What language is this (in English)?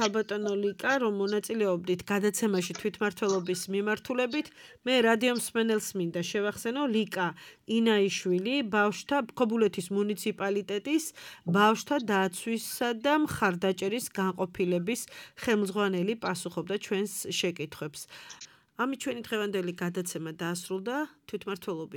Georgian